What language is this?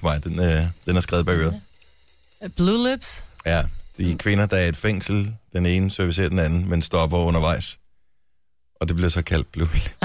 Danish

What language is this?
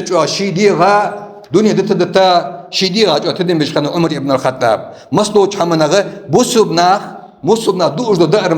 Ingush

